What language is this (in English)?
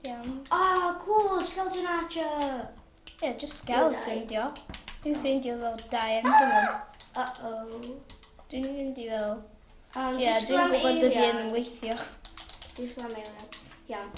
Welsh